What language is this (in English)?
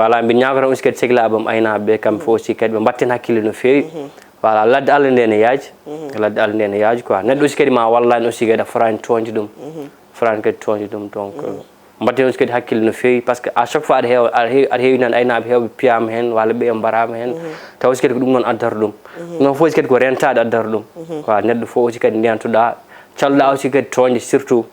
Fula